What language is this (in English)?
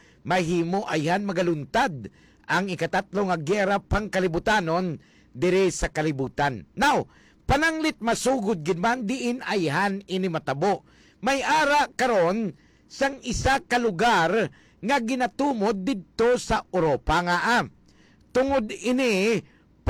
Hiligaynon